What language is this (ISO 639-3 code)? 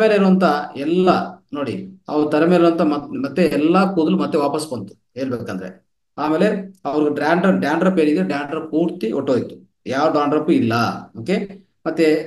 kan